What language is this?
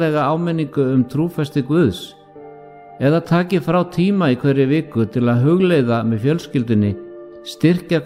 Icelandic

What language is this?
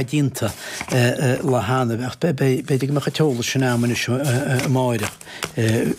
Irish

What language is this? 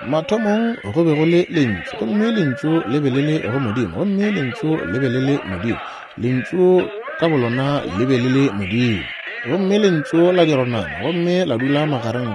Northern Sotho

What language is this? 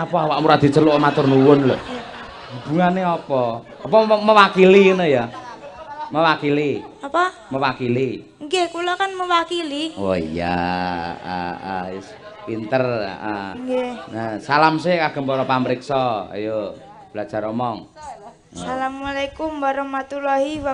Javanese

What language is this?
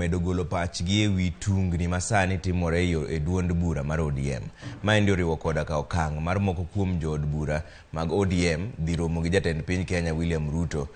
Luo (Kenya and Tanzania)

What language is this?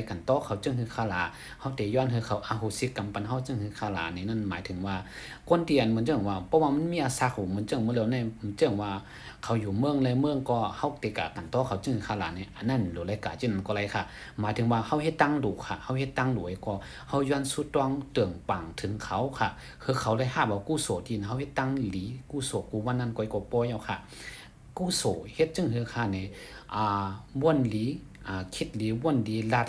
Shan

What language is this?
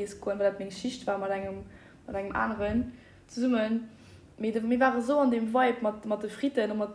Luxembourgish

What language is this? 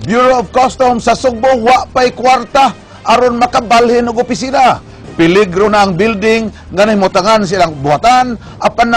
Cebuano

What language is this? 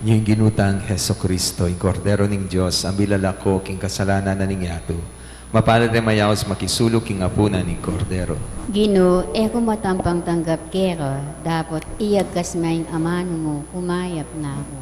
Pampanga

